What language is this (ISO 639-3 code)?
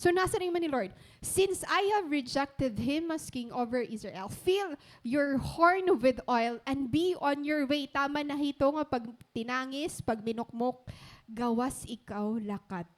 war